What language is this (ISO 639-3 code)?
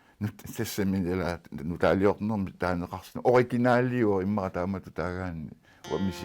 kal